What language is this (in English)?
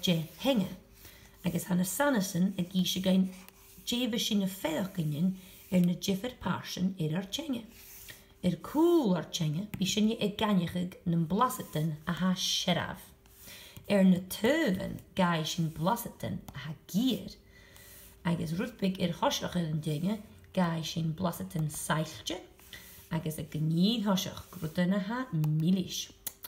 Scottish Gaelic